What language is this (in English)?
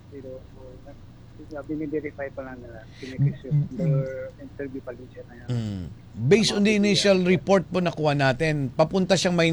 Filipino